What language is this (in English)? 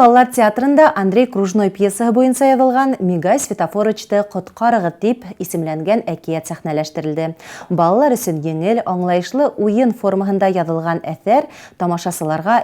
Bashkir